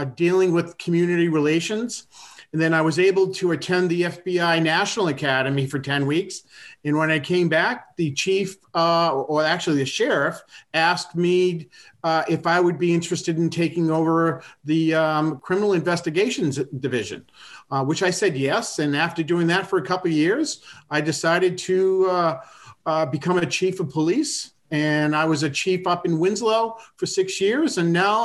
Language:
English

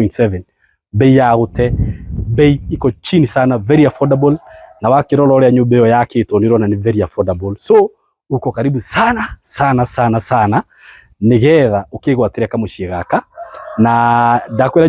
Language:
Kikuyu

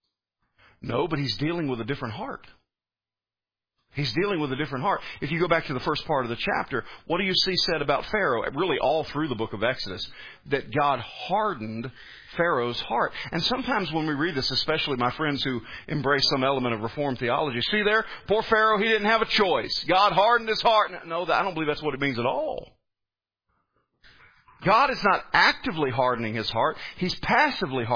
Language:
English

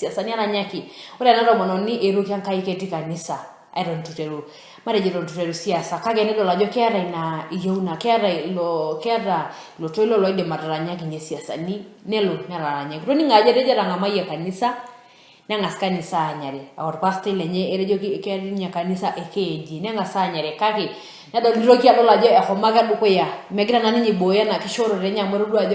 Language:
Masai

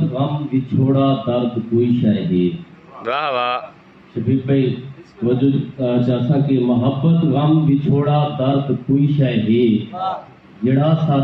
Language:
Saraiki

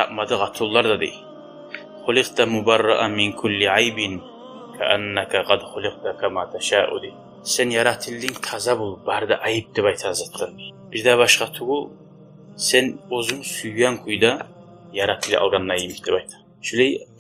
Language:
Kumyk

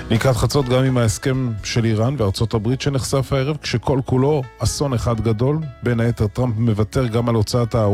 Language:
Hebrew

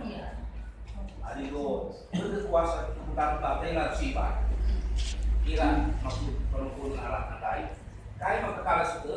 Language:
Batak Karo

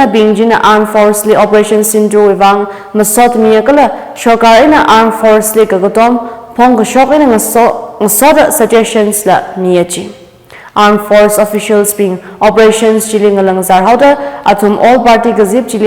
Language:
Tangkhul Naga (India)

